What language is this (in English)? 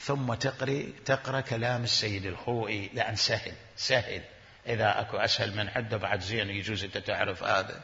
Mesopotamian Arabic